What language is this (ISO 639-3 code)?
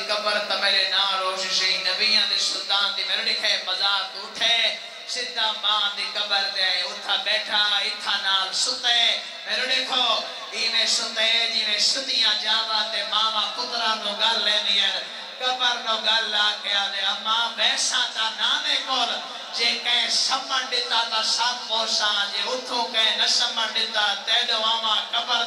skr